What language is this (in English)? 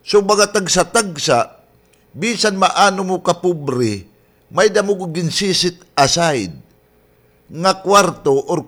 Waray